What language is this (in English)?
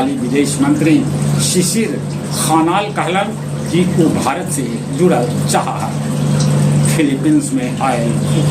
Magahi